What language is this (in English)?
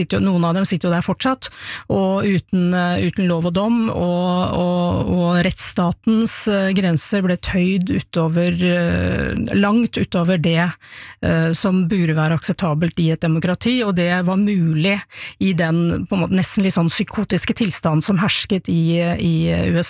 Norwegian